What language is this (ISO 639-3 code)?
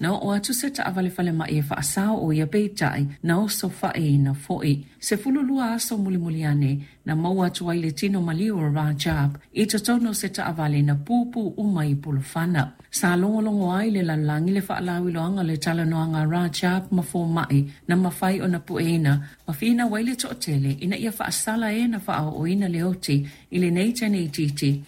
smo